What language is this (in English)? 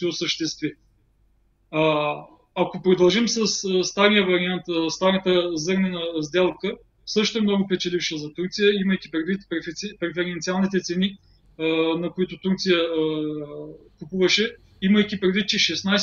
Bulgarian